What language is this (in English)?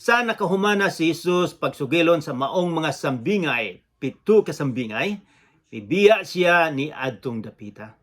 Cebuano